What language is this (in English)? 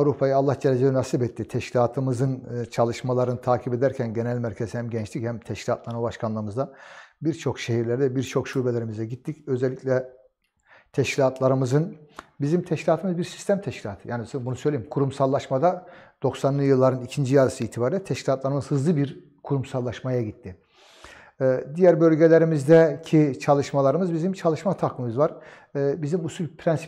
Turkish